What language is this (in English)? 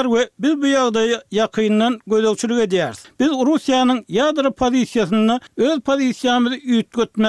Turkmen